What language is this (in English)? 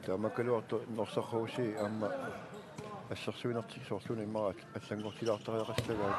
Kalaallisut